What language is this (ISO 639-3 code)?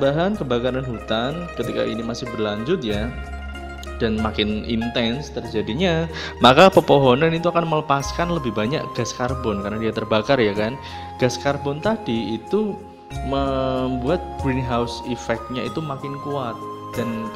ind